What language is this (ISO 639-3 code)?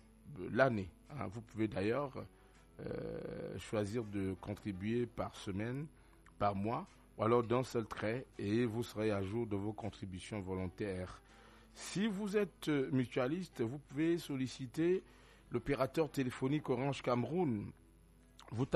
fra